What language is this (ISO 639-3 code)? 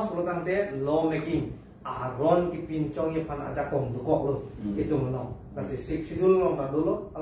mjw